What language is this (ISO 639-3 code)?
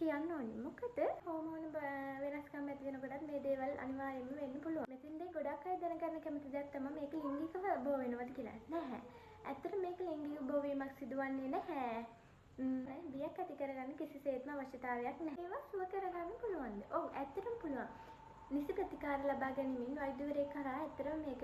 sin